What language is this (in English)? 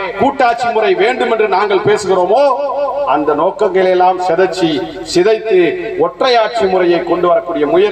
Tamil